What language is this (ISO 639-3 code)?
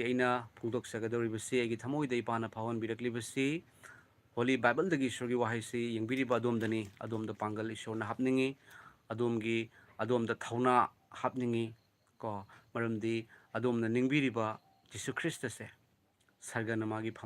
mni